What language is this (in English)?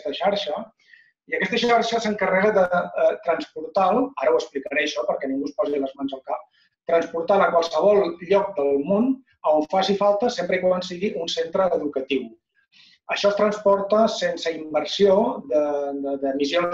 Catalan